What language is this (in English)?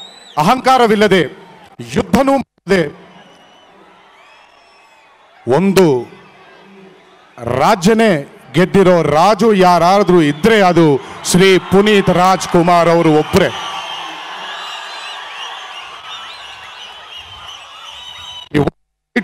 Kannada